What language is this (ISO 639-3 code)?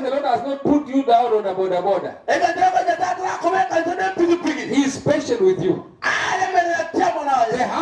guz